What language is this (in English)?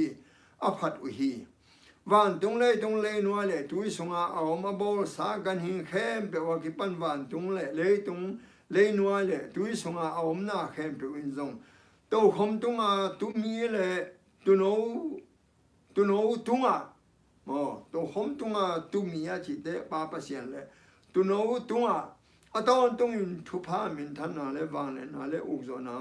Tedim Chin